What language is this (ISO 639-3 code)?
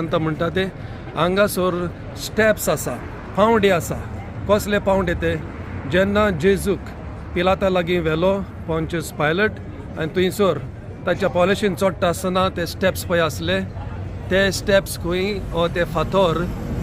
kok